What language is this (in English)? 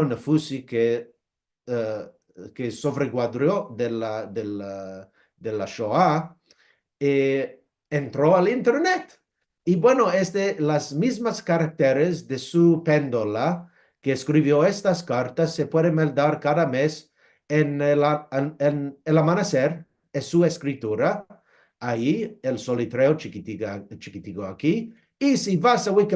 Ladino